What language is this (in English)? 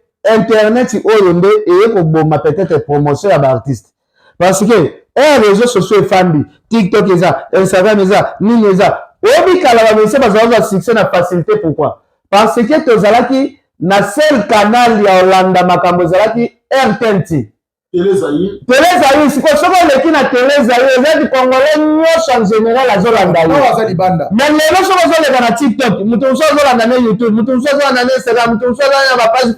Lingala